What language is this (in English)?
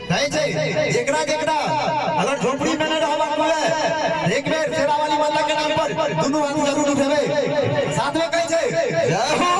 Maithili